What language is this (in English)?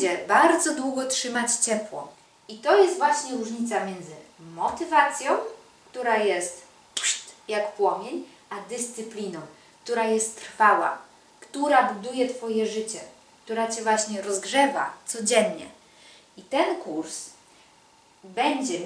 Polish